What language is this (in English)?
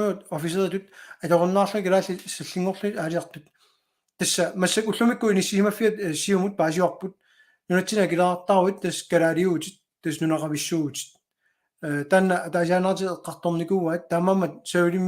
Kalaallisut